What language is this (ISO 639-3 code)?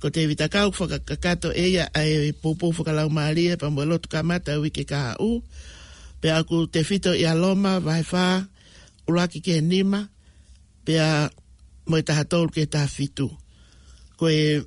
ton